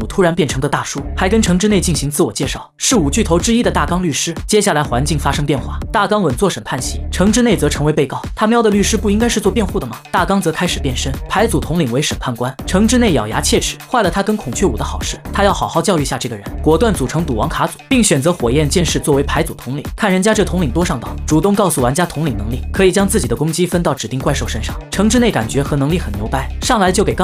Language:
Chinese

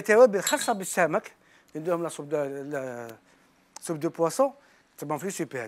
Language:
Algerian Arabic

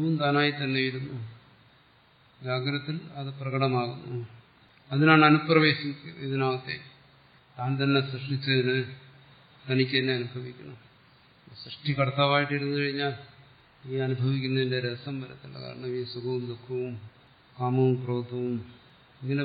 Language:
Malayalam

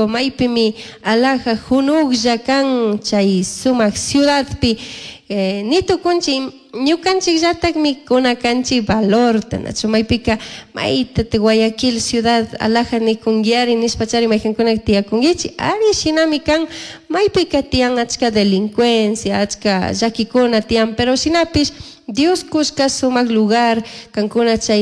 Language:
Chimborazo Highland Quichua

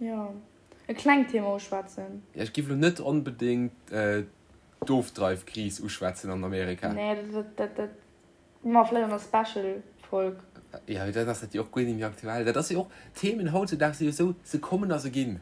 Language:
Luxembourgish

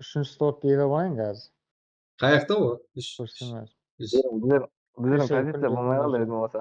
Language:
Kara-Kalpak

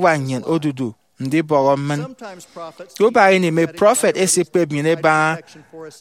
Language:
Efik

